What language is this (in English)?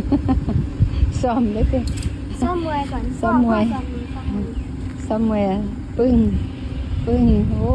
Northeastern Thai